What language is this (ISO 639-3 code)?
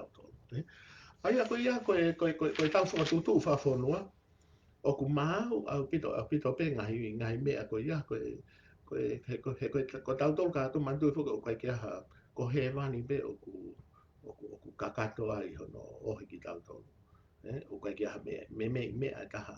ton